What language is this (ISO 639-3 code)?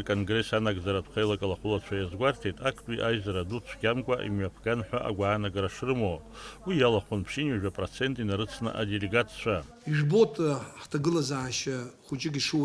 abk